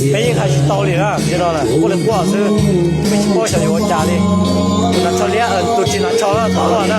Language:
Hmong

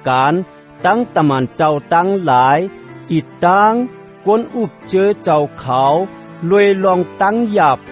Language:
Shan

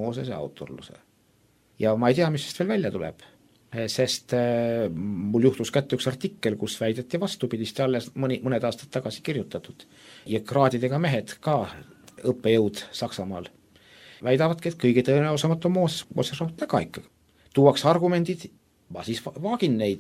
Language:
Estonian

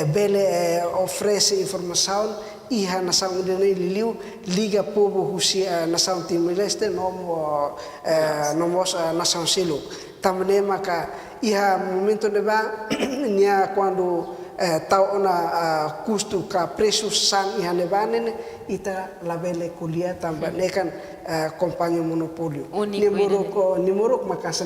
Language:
Tetum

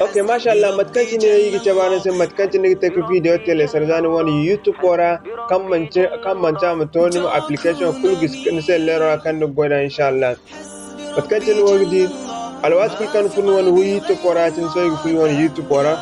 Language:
Zarma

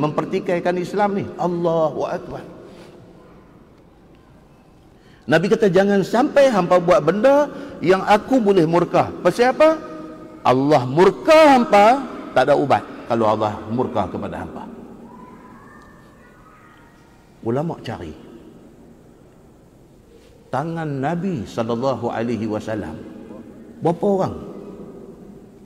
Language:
Malay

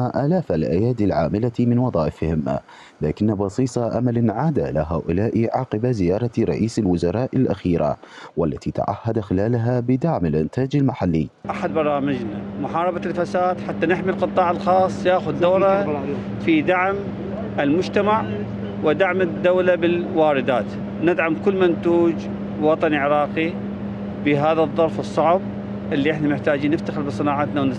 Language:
Mesopotamian Arabic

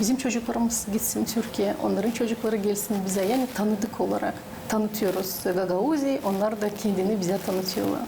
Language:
Gagauz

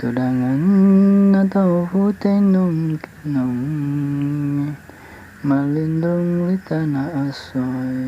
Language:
Buginese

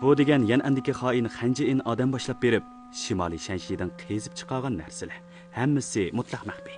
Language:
Uyghur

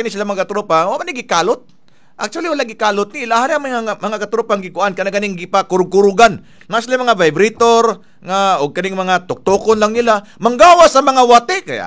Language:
Cebuano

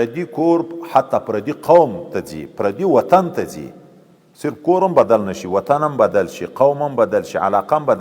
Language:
Pashto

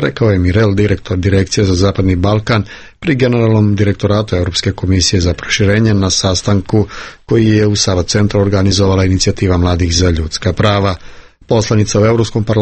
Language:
Serbian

